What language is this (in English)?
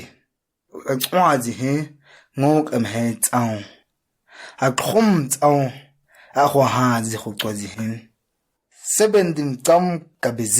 ǁGana